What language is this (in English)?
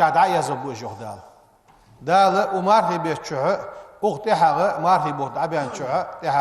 Ingush